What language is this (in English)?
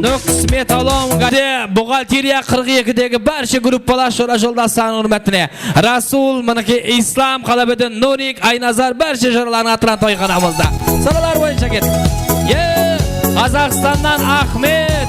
Kara-Kalpak